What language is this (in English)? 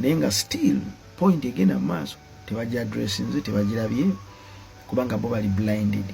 Ganda